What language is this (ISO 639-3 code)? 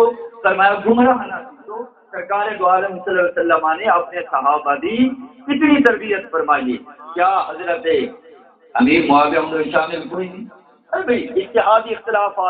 skr